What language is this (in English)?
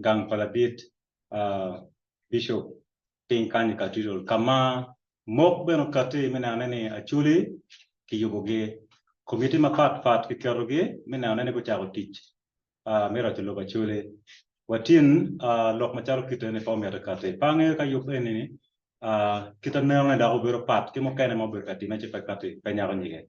Acoli